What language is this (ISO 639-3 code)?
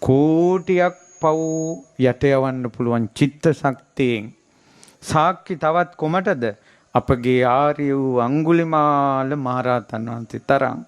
sin